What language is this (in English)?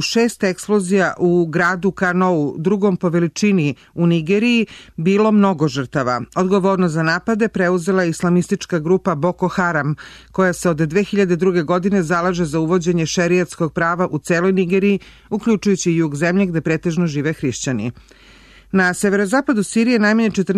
Serbian